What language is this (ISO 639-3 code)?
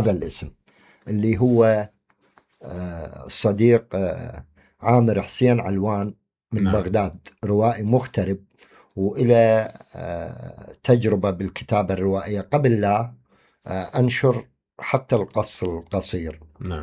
acm